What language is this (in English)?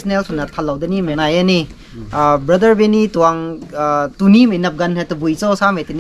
Rongmei Naga